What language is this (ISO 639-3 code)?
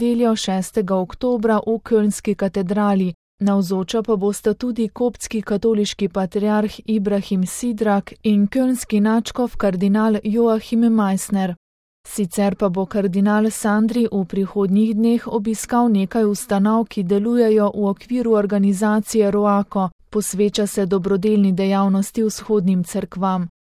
slv